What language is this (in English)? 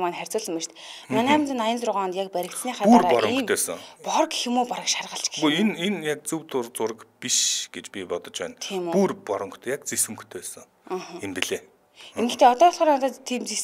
Mongolian